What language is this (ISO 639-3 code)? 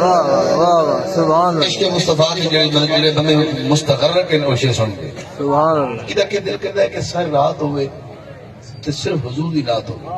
skr